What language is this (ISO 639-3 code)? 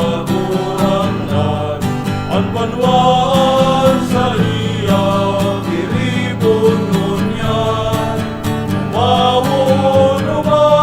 bik